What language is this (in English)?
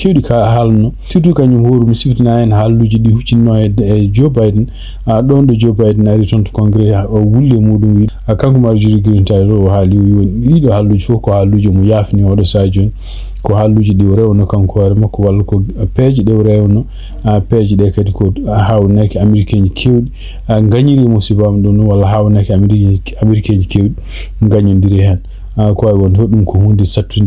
Fula